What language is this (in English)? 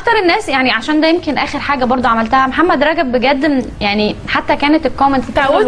Egyptian Arabic